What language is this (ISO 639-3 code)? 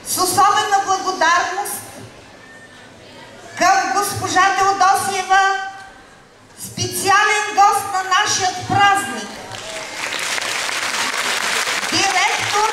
bul